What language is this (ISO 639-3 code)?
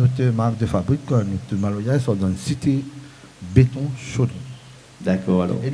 rcf